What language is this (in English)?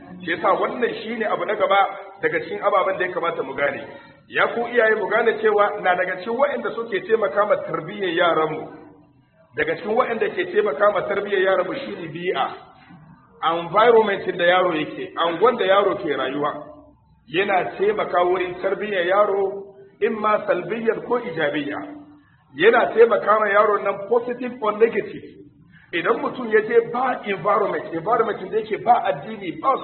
Hausa